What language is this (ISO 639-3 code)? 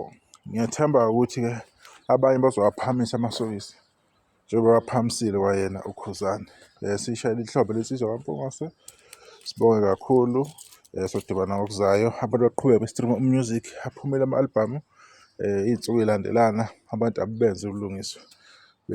zul